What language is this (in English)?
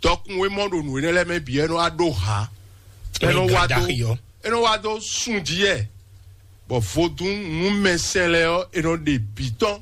Fon